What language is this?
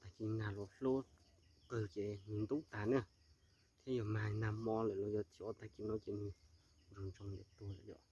Hmong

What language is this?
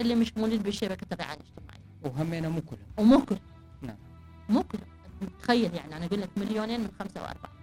Mesopotamian Arabic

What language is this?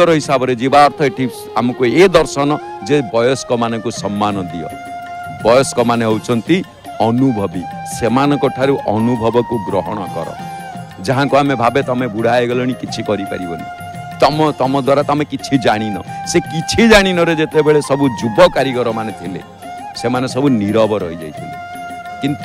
Odia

